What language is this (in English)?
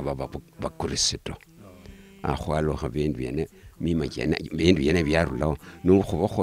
Luyia